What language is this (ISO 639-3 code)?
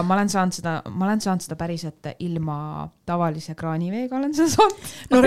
est